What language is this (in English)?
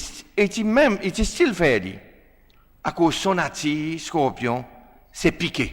Seselwa Creole French